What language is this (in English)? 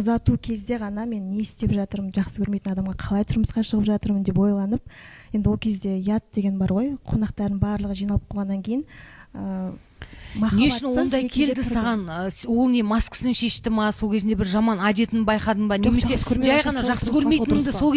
Kazakh